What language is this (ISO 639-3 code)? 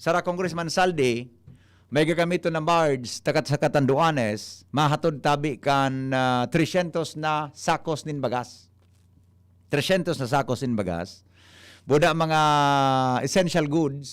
bik